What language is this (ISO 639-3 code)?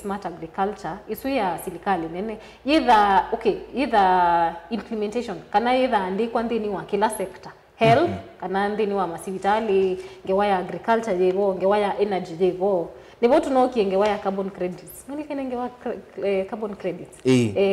kam